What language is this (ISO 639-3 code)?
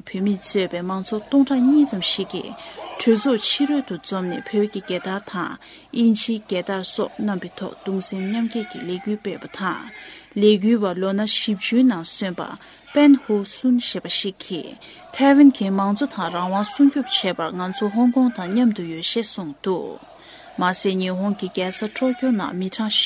bod